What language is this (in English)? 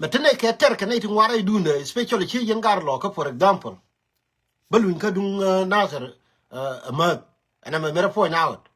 Nuer